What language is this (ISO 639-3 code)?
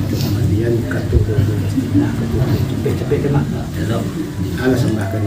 min